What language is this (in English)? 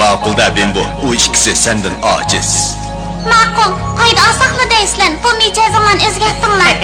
Uyghur